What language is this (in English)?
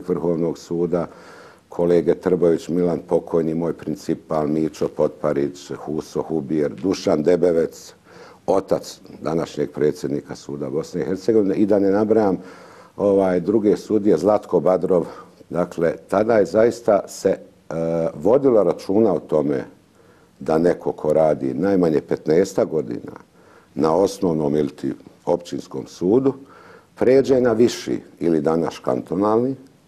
Bosnian